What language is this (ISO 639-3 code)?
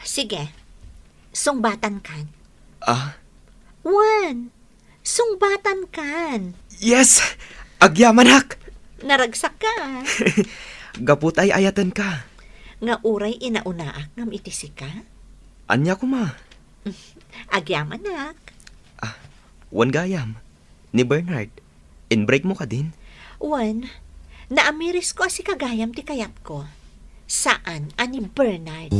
ilo